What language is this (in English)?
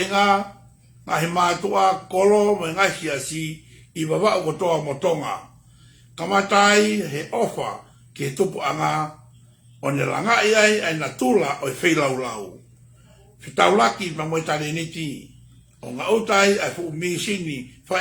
Tongan